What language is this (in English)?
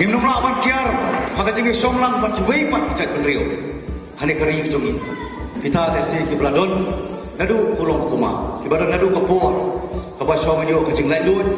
Khasi